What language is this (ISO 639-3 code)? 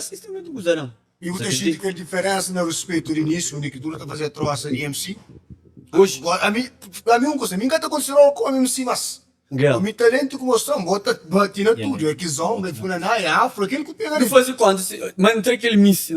kea